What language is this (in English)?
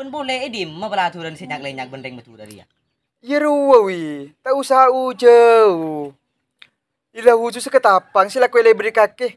Madurese